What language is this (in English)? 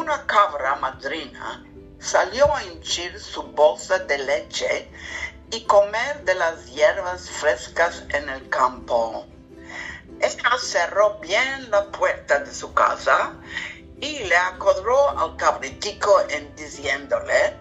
Ladino